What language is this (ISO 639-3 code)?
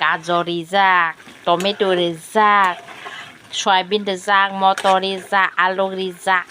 trp